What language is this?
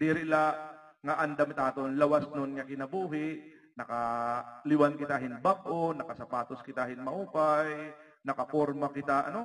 Waray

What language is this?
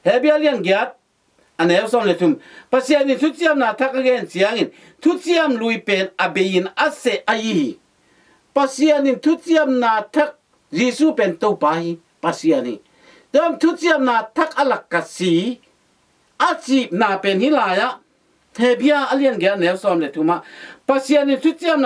Tedim Chin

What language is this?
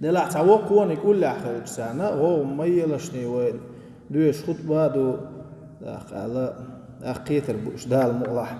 Chechen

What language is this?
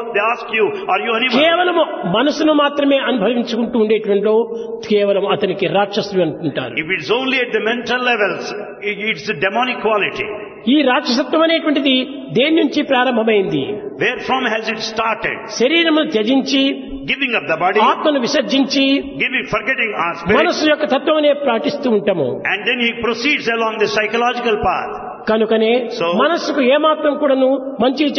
Telugu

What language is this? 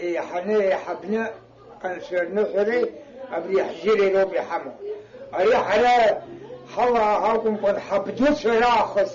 Abkhazian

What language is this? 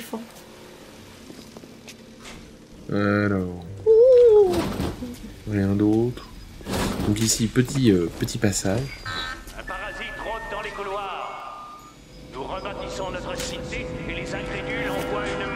French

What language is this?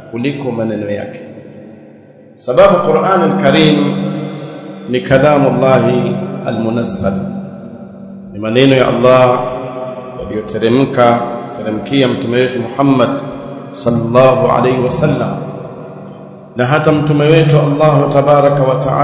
Swahili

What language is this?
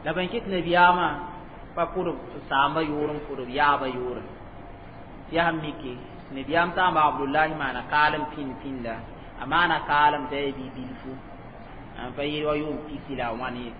Mossi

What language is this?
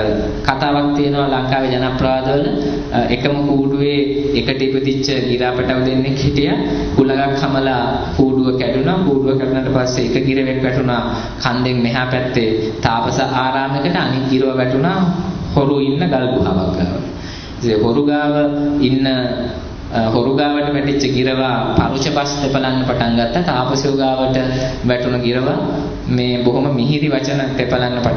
Sinhala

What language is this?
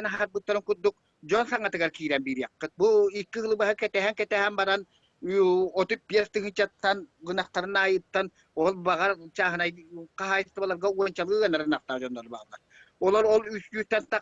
Yakut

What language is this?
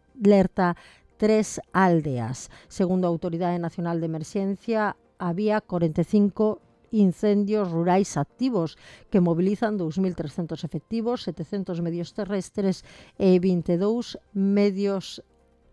Galician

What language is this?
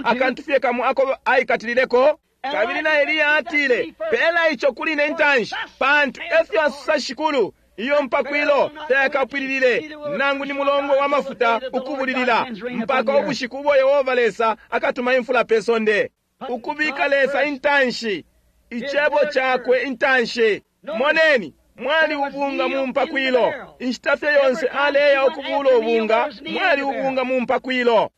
Bemba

